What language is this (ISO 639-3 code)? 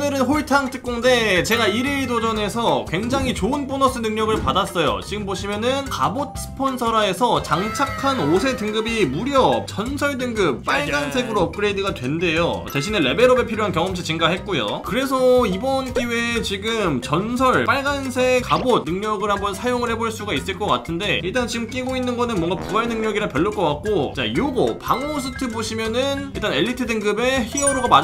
kor